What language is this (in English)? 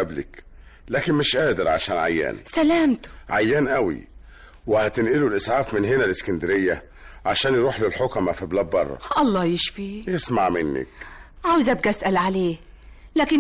Egyptian Arabic